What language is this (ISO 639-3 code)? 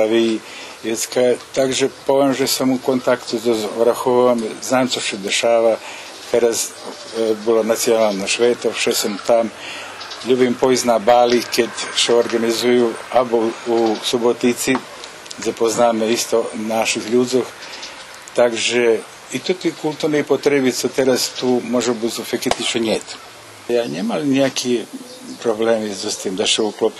rue